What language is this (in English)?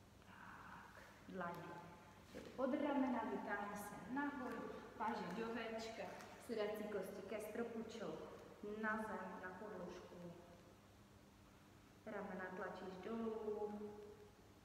Czech